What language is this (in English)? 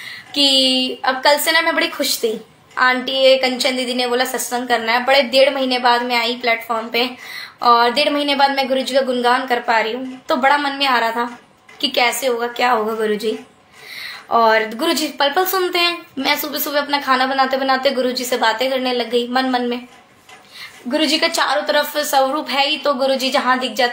Hindi